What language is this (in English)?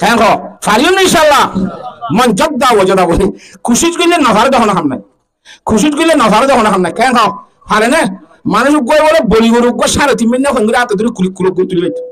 Rohingya